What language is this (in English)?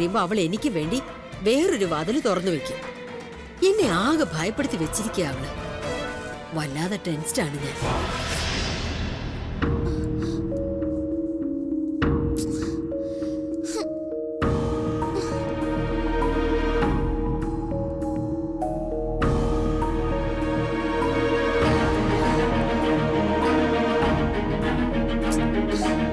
Malayalam